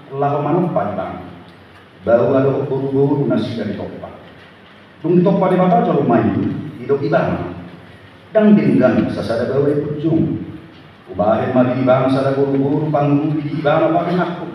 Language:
Batak Toba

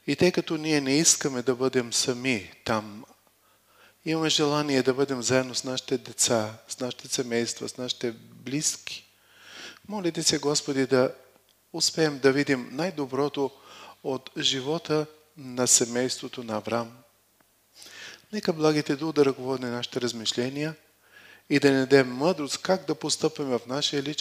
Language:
Bulgarian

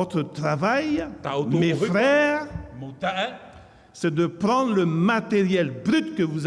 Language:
Tahitian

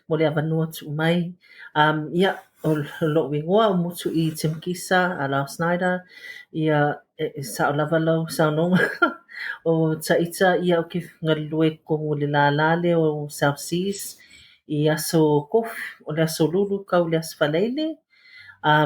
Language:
Samoan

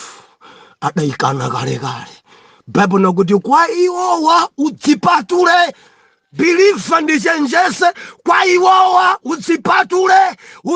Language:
Nyanja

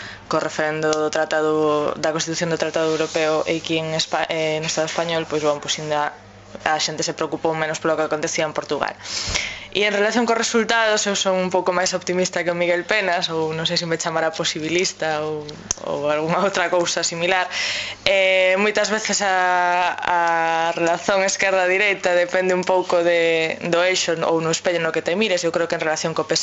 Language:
Galician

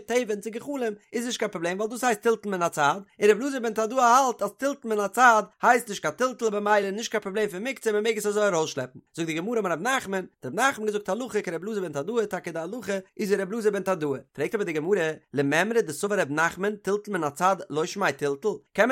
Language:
Yiddish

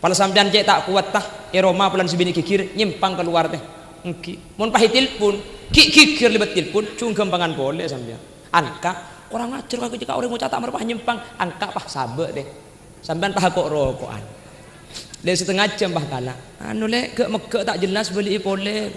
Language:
Madurese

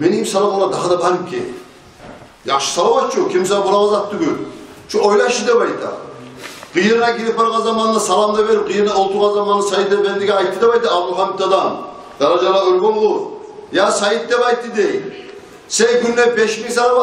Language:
Kumyk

